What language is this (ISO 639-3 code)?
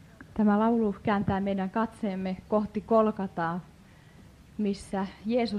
fin